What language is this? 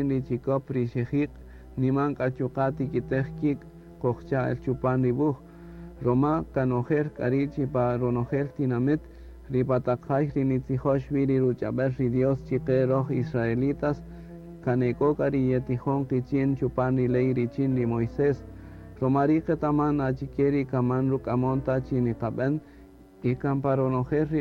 Kaqchikel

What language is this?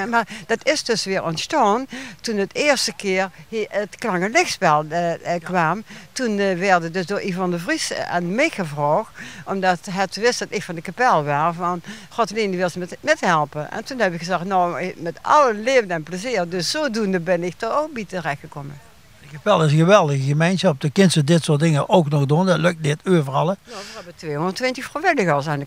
Limburgish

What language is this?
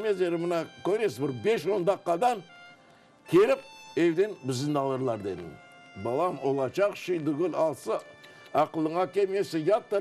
Crimean Tatar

